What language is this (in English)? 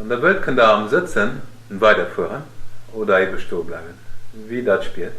Luxembourgish